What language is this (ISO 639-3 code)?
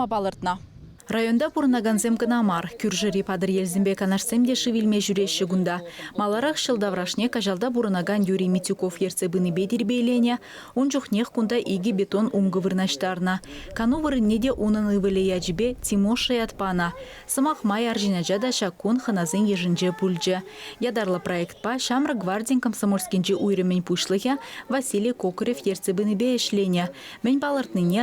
chv